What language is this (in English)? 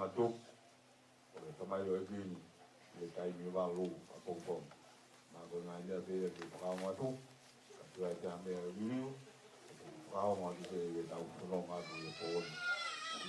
Tongan